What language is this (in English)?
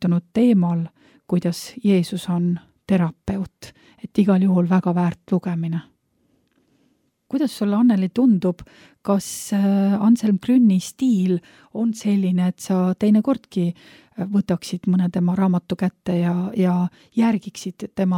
Estonian